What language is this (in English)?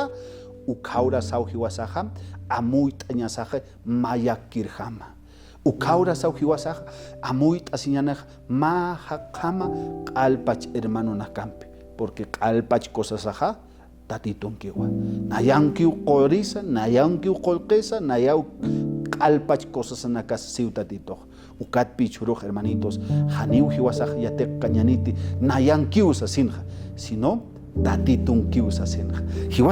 Aymara